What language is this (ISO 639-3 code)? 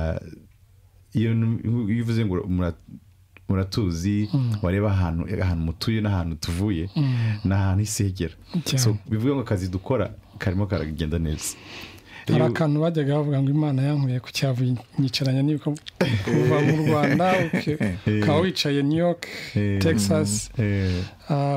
kin